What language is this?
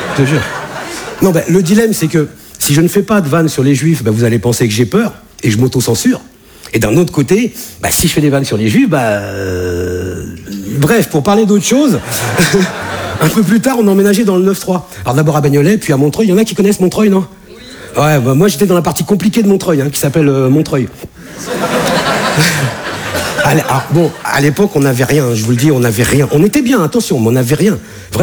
French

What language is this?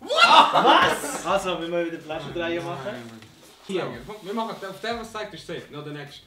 Swiss German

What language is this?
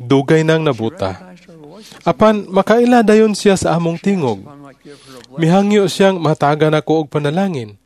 Cebuano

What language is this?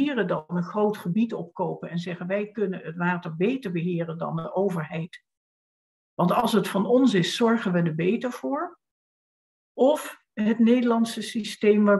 Dutch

